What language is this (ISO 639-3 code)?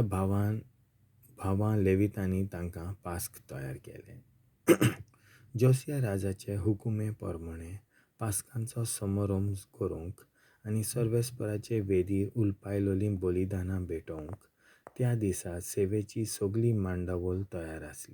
kok